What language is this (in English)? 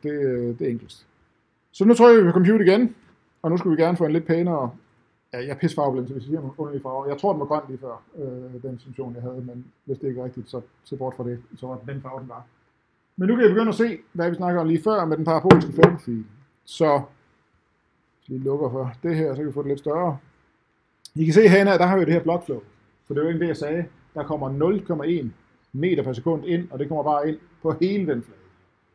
Danish